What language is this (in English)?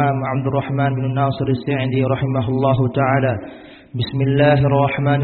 Arabic